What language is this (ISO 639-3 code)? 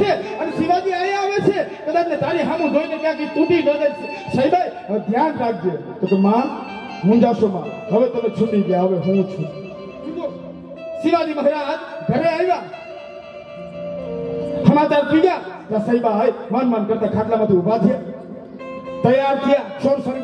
guj